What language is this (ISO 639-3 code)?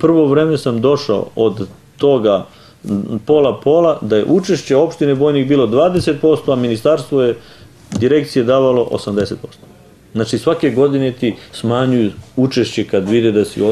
srp